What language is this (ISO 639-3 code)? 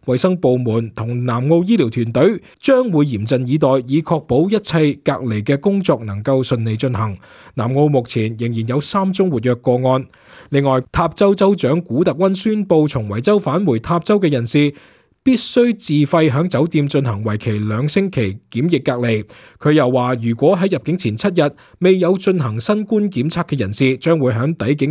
yue